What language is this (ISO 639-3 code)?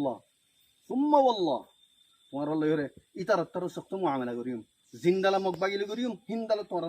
rhg